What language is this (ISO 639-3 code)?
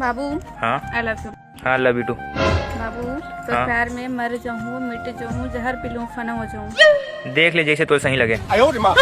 hne